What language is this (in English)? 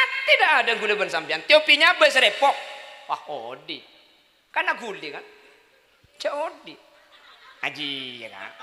Madurese